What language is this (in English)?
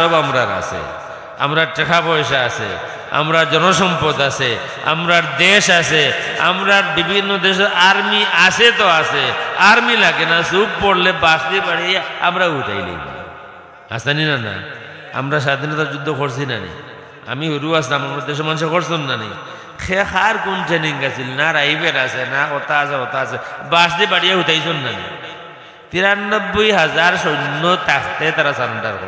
Sylheti